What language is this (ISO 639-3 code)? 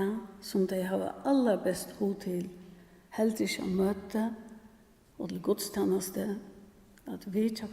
fao